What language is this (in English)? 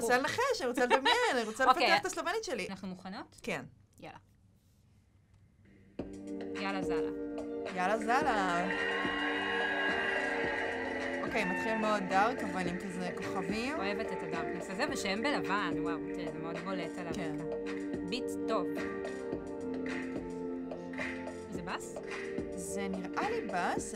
Hebrew